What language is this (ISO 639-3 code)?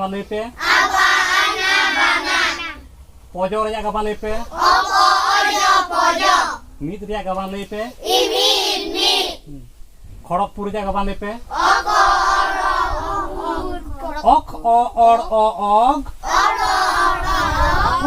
sat